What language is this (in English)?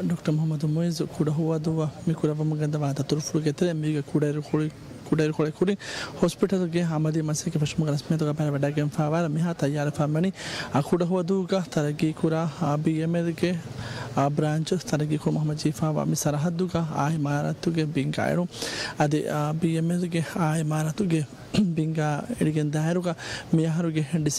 Divehi